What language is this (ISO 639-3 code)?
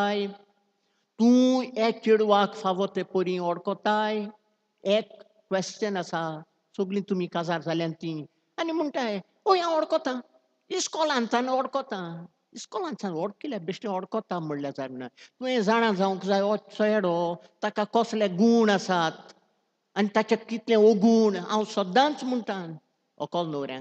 kok